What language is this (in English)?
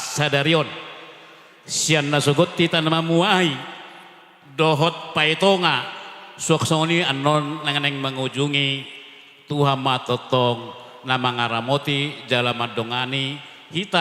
Batak Toba